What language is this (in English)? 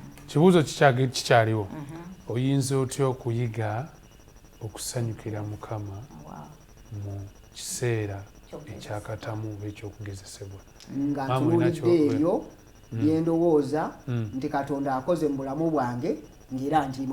Ganda